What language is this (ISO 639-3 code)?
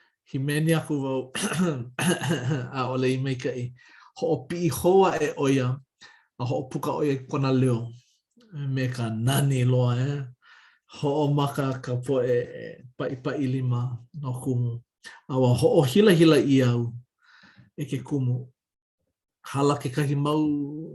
haw